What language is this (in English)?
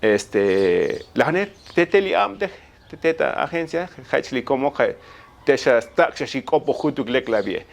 Tzotzil